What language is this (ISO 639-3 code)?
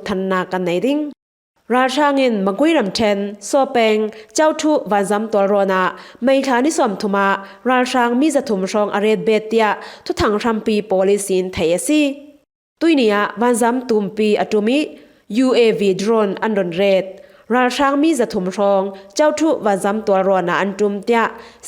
cfm